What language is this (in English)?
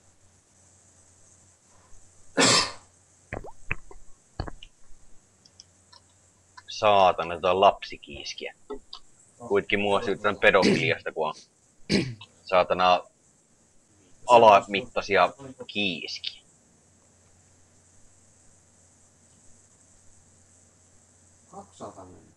Finnish